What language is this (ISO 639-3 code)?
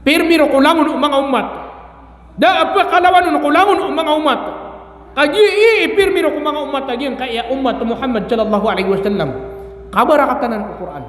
mrw